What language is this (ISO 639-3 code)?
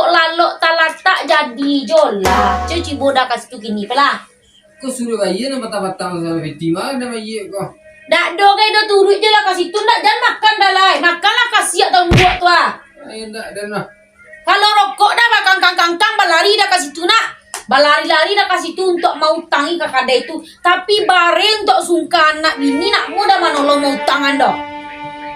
min